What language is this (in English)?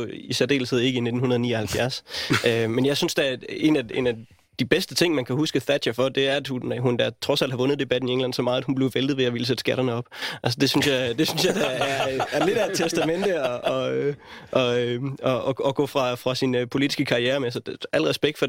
Danish